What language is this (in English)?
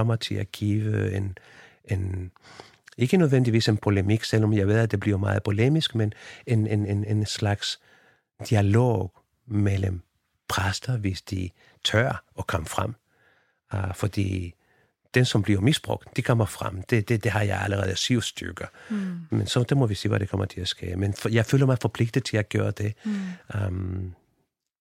Danish